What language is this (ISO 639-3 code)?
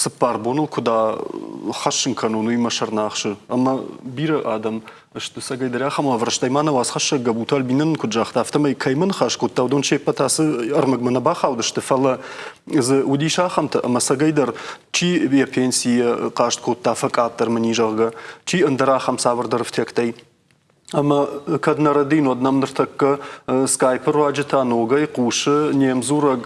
oss